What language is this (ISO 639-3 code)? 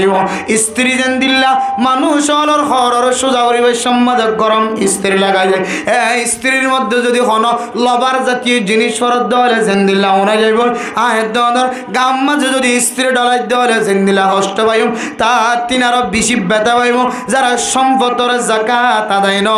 rhg